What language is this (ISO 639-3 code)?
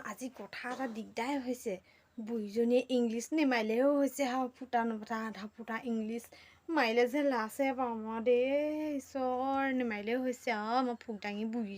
asm